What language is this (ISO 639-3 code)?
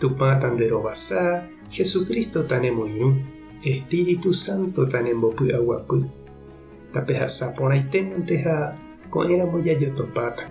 grn